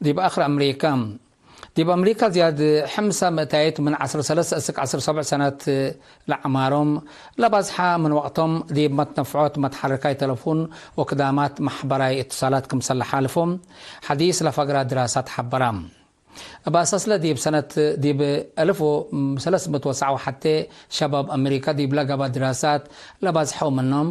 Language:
Tigre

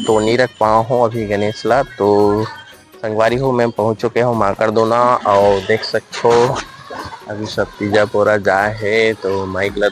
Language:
Chhattisgarhi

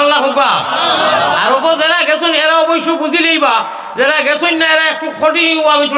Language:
Sylheti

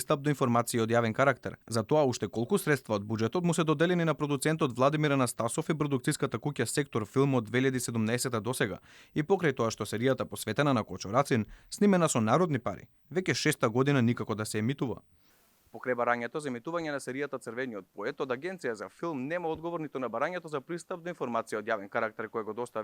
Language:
Macedonian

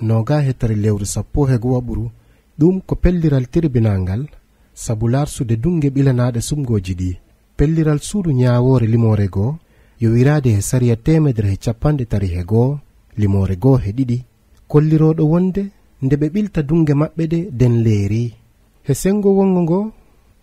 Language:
Fula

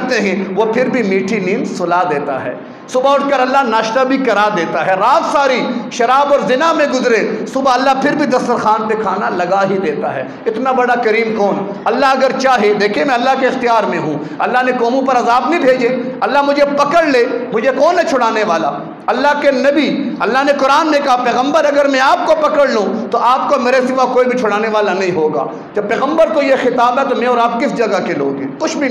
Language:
Urdu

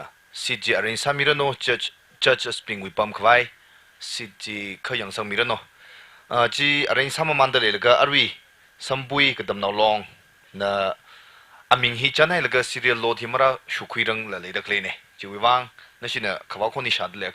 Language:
Tangkhul Naga (India)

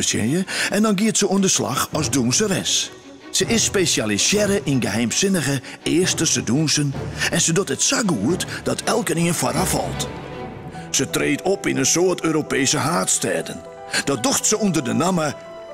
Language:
Western Frisian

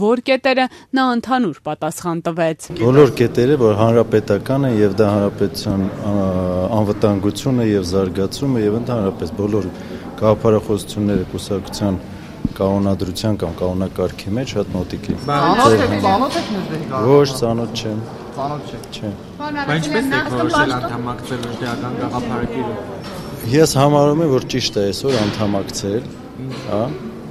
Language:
Armenian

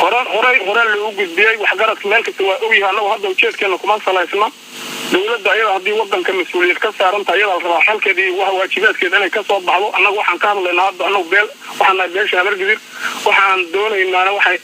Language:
Somali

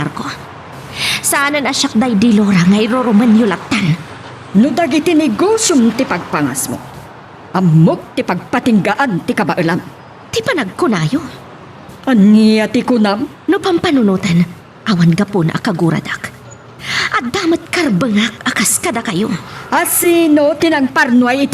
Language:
Iloko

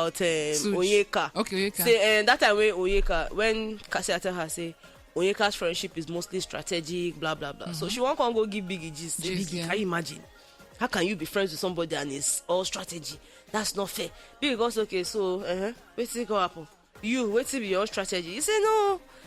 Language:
Nigerian Pidgin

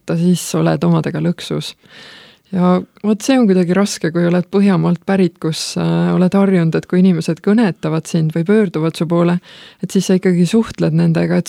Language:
Estonian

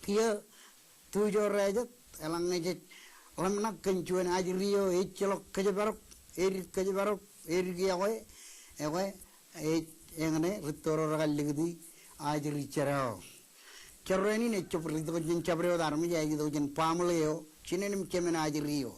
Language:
Marshallese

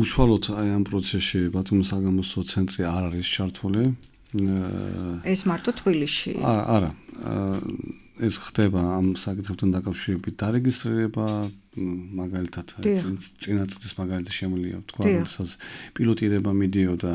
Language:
Georgian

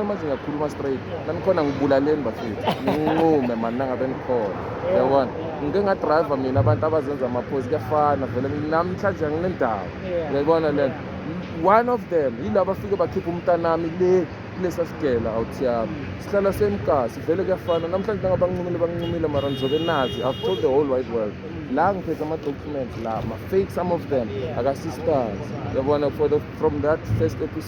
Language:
Zulu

